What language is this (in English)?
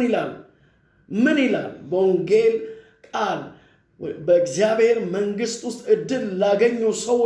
Amharic